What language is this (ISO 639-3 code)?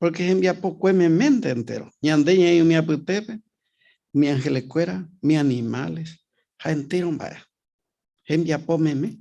grn